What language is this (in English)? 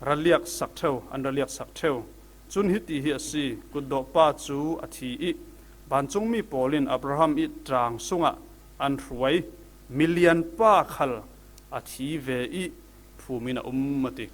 Falam Chin